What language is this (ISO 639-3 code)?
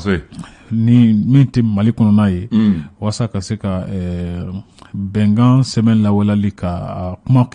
bam